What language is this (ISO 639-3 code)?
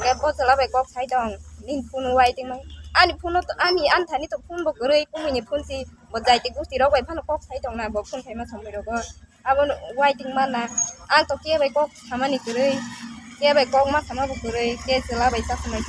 trp